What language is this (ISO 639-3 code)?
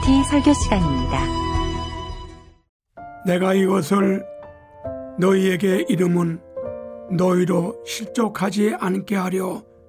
kor